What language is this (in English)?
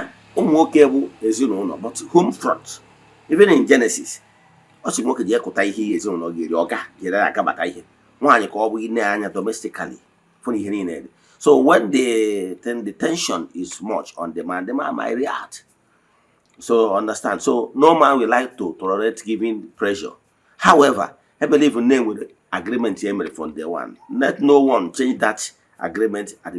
Igbo